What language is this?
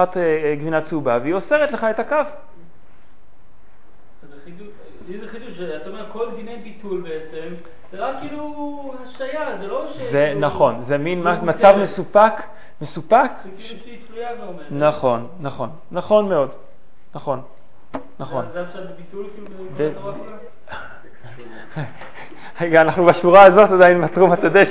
Hebrew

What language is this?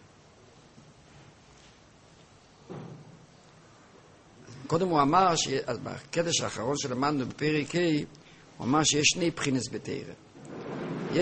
Hebrew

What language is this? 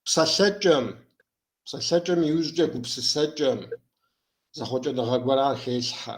Kabardian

